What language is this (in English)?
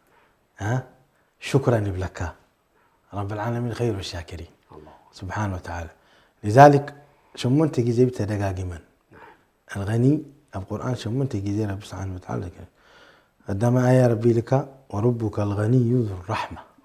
Tigrinya